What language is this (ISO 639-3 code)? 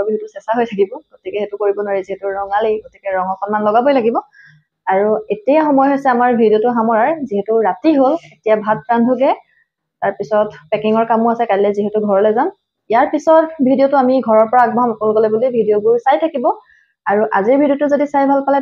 asm